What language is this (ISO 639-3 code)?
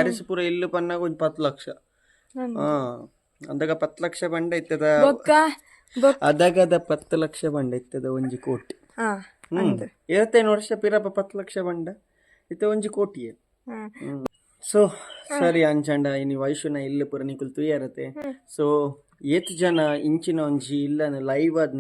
tcy